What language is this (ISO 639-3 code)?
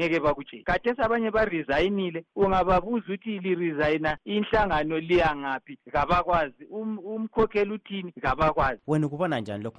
nde